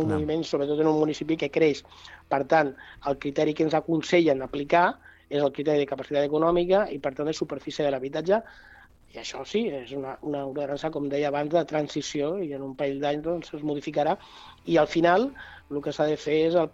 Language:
Catalan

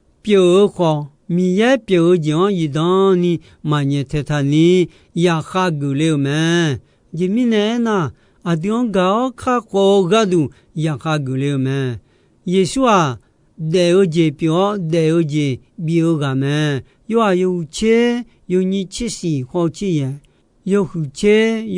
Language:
Akha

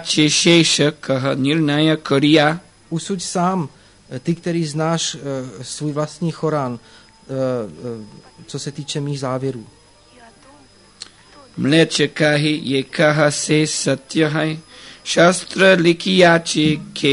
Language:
Czech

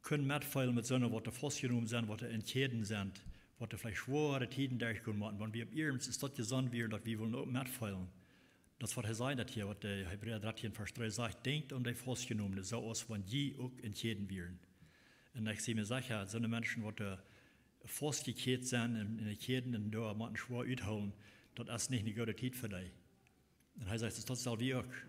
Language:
Plautdietsch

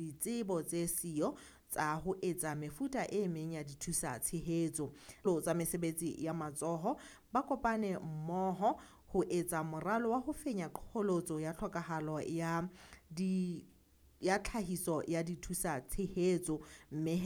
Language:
Southern Sotho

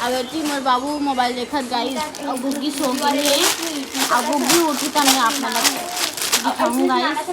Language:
Chhattisgarhi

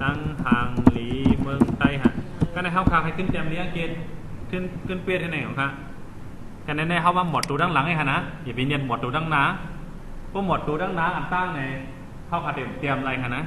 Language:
Shan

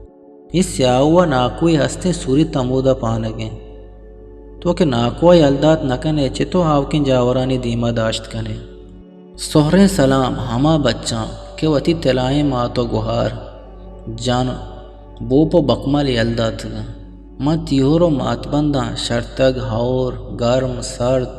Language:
Eastern Balochi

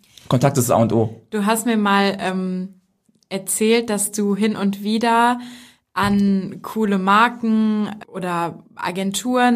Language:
German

